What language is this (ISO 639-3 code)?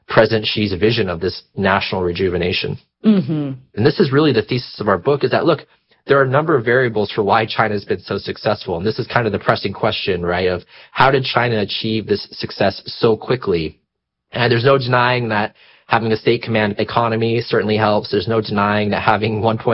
eng